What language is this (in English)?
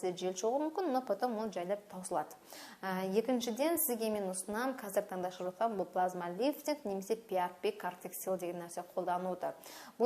Kazakh